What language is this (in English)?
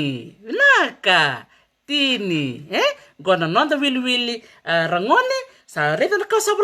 Fijian